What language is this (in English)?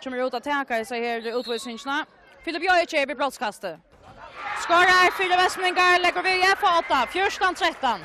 Faroese